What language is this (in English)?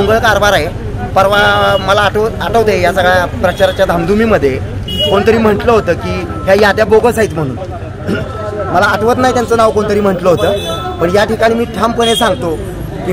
Marathi